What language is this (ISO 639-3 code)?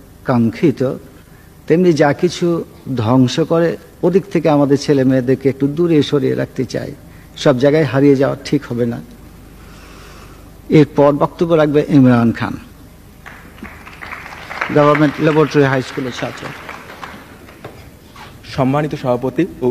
ben